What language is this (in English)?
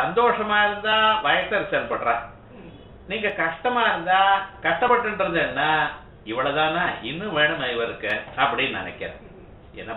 Tamil